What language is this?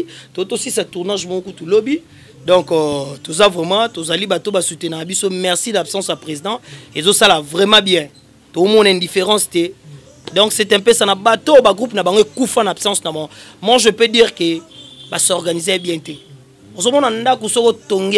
Lingala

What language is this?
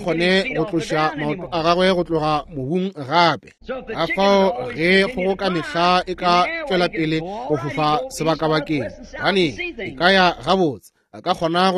Northern Sotho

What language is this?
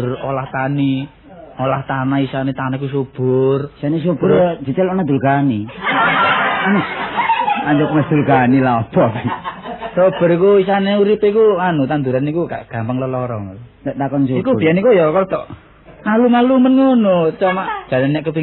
Javanese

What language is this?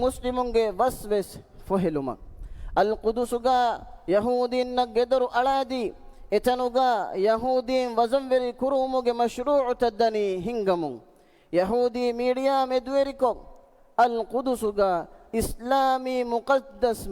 Divehi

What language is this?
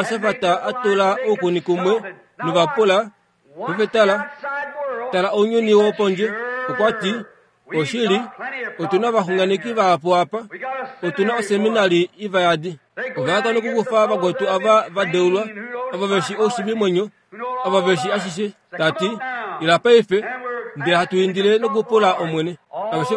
Kuanyama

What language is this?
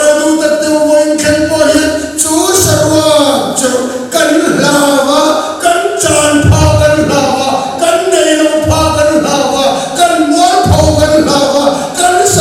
Mizo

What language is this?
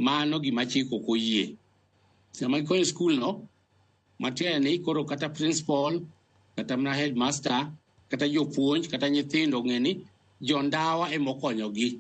Luo (Kenya and Tanzania)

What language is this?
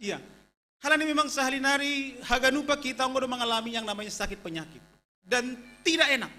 Batak Simalungun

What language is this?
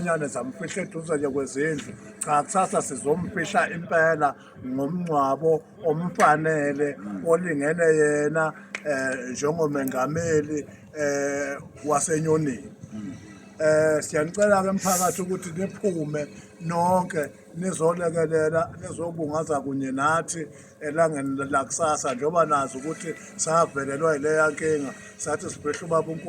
Zulu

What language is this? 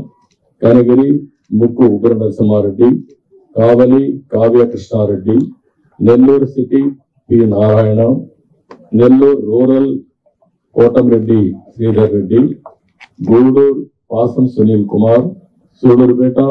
Telugu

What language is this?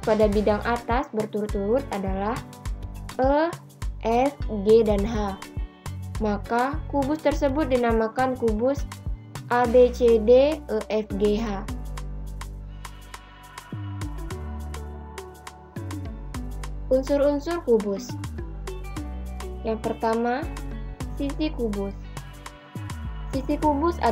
Indonesian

